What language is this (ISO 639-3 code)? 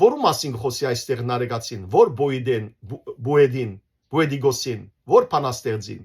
hyw